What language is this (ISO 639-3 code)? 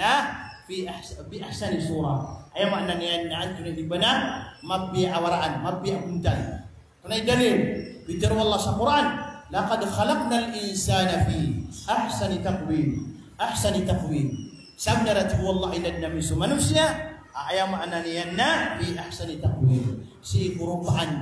mrw